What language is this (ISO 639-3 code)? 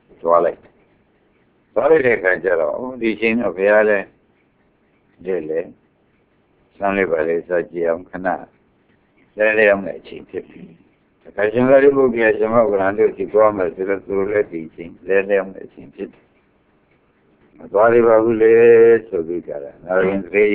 mya